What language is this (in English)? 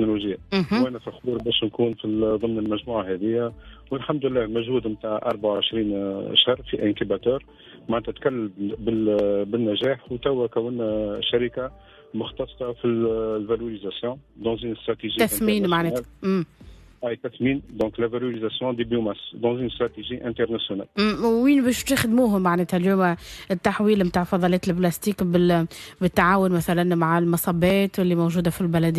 Tunisian Arabic